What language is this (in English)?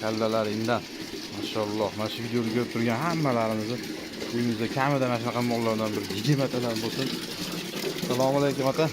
Uzbek